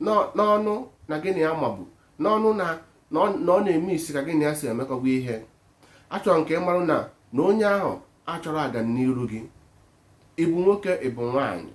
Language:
Igbo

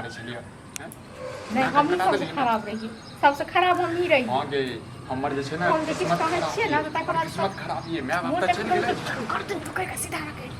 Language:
Maithili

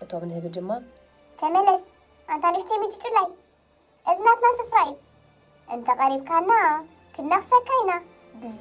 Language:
Tigrinya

